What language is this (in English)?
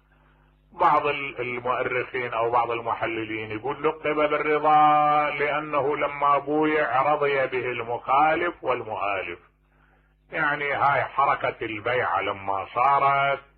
Mesopotamian Arabic